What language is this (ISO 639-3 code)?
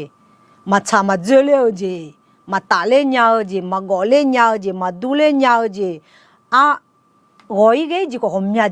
ahk